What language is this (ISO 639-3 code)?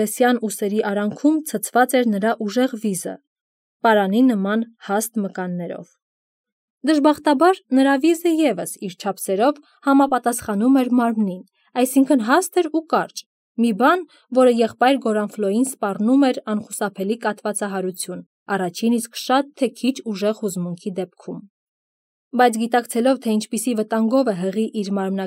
hye